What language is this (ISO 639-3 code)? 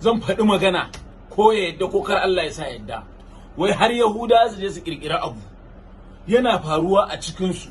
hau